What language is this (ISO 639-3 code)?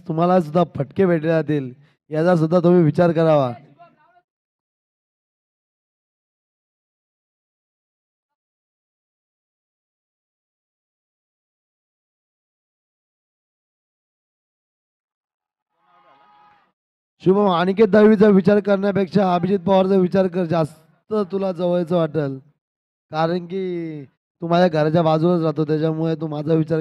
mar